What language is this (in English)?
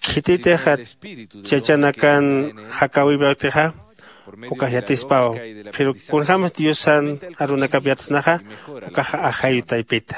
Aymara